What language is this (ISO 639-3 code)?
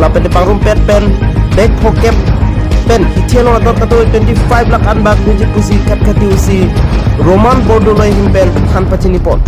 mjw